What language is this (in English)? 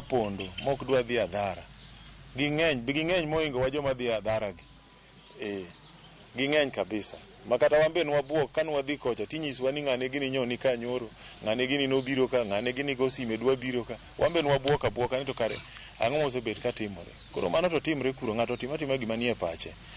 Luo (Kenya and Tanzania)